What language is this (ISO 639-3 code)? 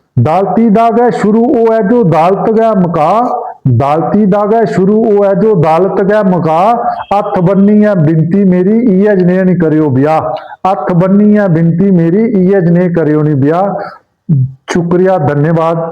doi